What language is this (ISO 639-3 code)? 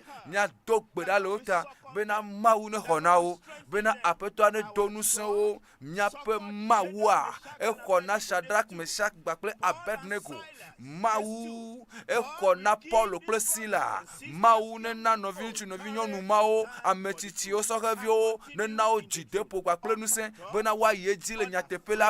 ewe